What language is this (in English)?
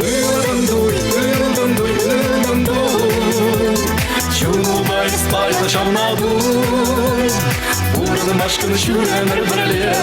Chuvash